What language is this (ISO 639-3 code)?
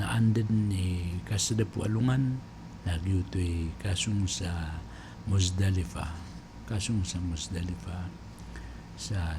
mrw